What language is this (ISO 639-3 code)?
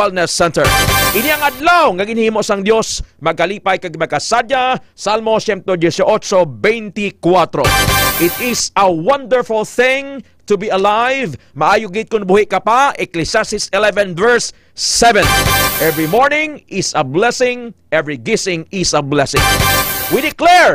hil